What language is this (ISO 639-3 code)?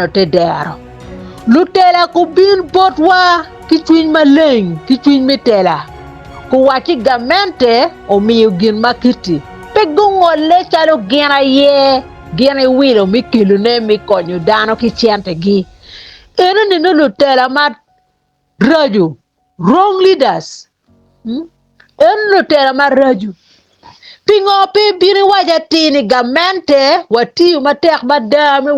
ach